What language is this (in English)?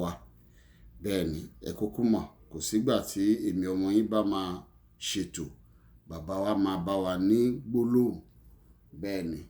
Yoruba